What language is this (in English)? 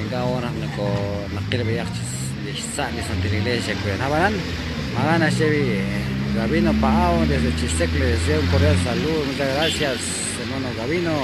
Kekchí